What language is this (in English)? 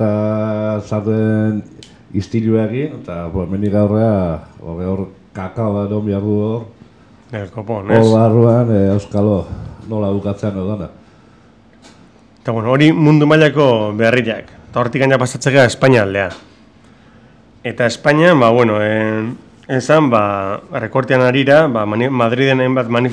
Basque